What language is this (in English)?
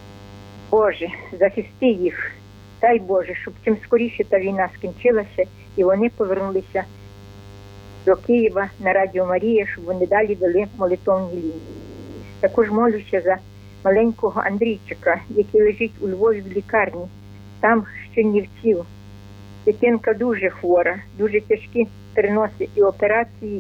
Ukrainian